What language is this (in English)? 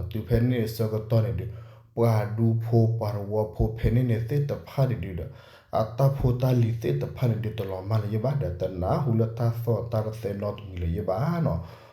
S'gaw Karen